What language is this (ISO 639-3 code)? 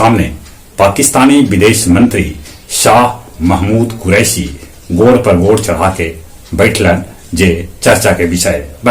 mag